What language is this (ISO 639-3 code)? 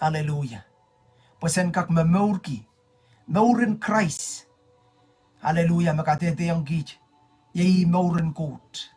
pon